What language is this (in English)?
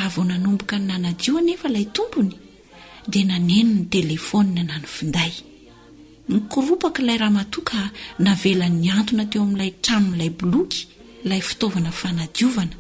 Malagasy